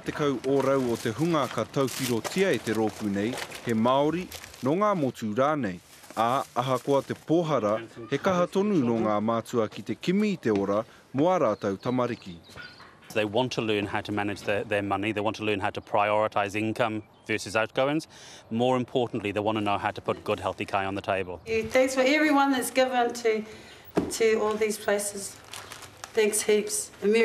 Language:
Māori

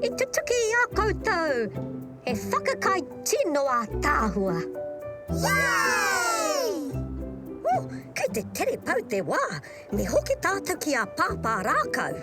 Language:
Māori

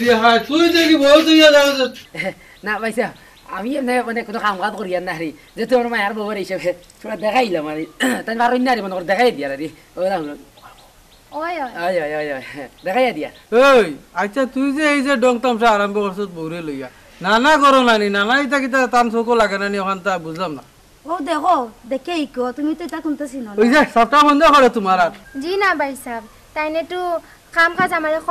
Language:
Sylheti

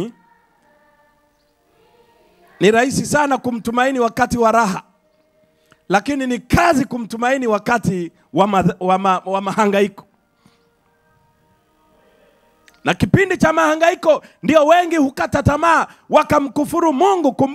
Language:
Swahili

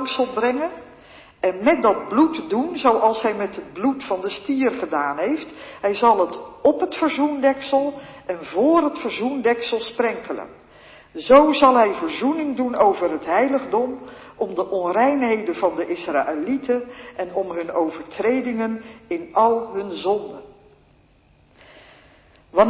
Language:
Dutch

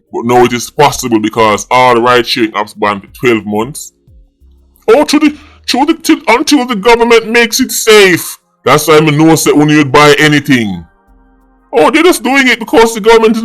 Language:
Jamaican Creole English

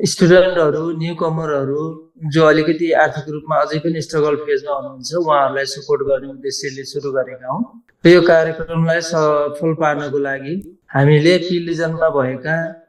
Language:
Nepali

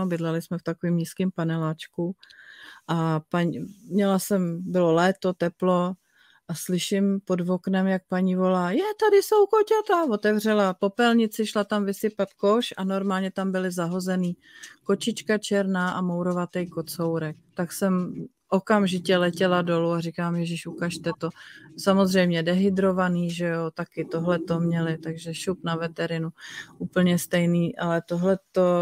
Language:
Czech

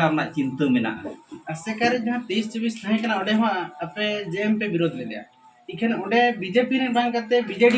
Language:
Santali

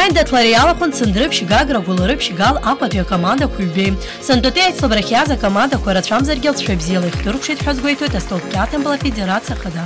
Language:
Abkhazian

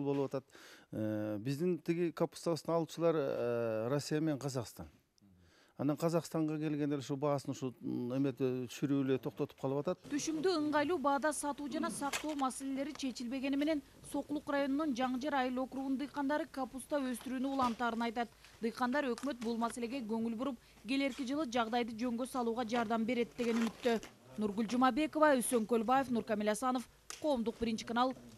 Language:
Kyrgyz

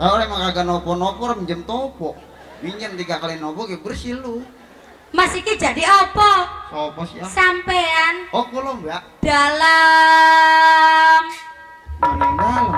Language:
Betawi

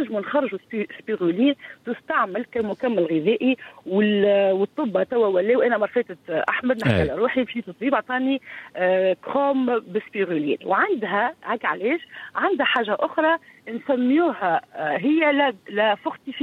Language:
Tunisian Arabic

